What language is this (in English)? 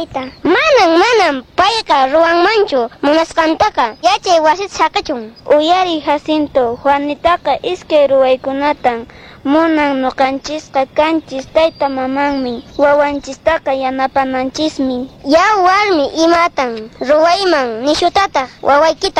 Quechua